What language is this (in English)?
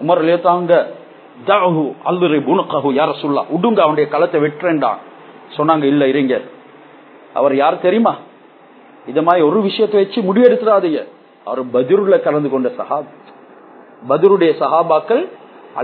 Tamil